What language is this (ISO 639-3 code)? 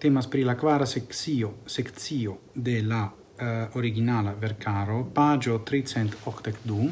epo